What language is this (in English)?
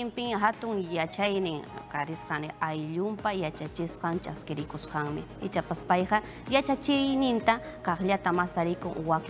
Ayacucho Quechua